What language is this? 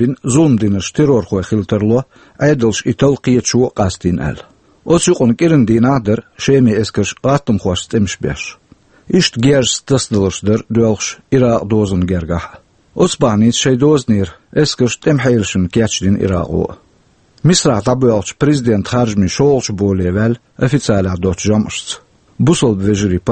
Chechen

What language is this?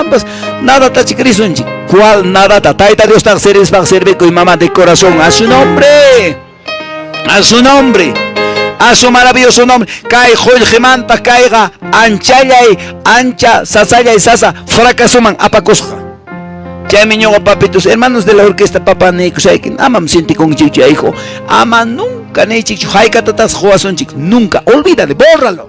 Quechua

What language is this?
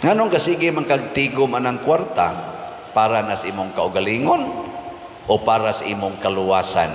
Cebuano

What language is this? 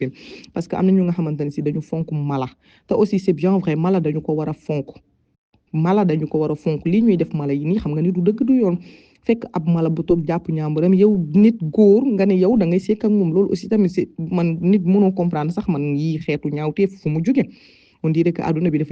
Wolof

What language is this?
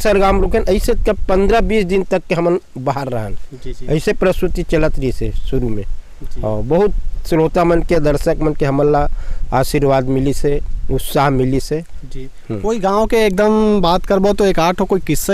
Chhattisgarhi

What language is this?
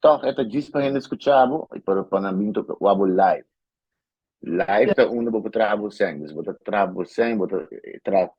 Papiamento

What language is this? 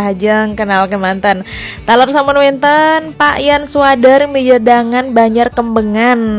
Balinese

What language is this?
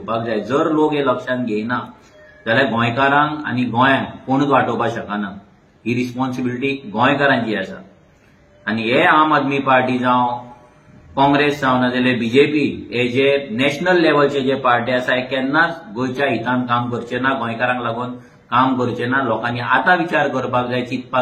Konkani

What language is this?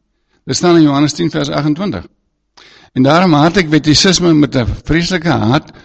Afrikaans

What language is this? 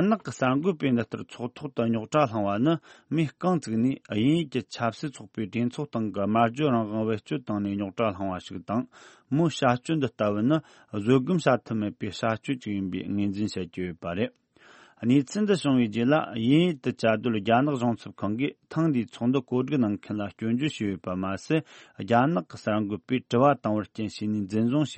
Tibetan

